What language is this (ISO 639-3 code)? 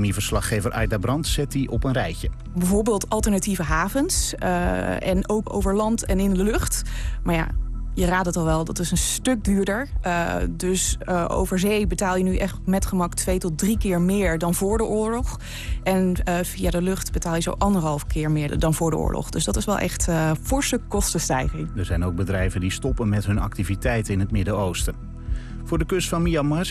nld